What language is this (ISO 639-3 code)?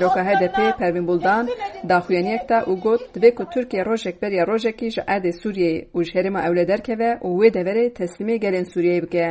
kur